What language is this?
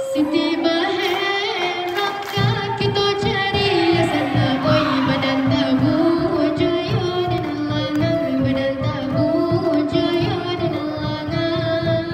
Minangkabau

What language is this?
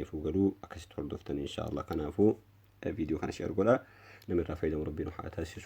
Oromo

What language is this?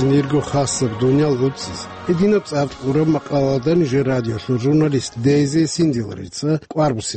Avaric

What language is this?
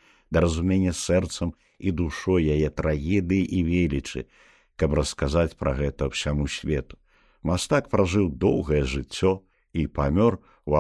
Belarusian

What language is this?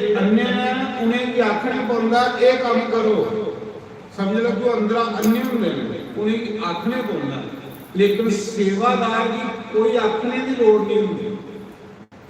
Dogri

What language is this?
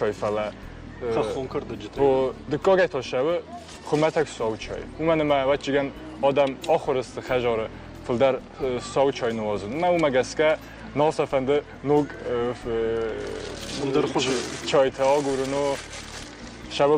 Ossetic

